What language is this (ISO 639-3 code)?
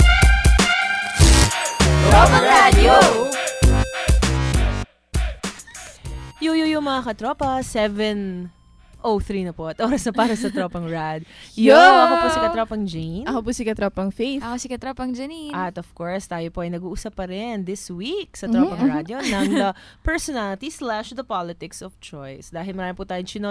fil